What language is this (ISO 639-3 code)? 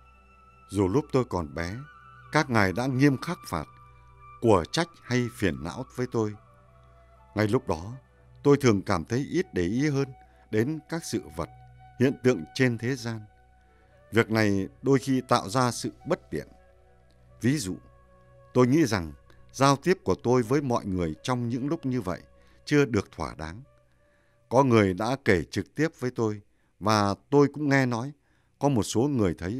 vie